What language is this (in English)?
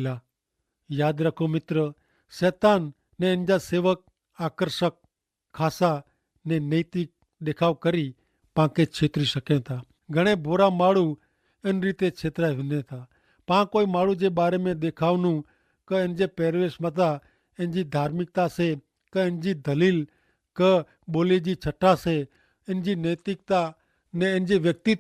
Kachhi